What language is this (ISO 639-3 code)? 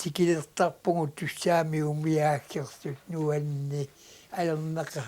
kal